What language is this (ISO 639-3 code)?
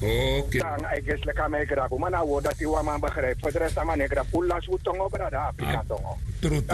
srn